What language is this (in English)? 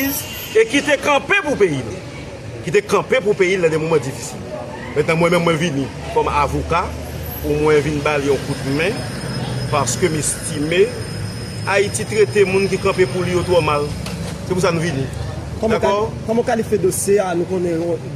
Haitian Creole